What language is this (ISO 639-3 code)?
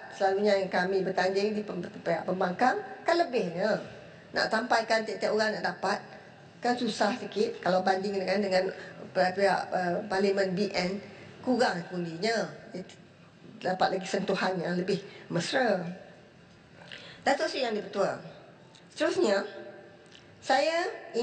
msa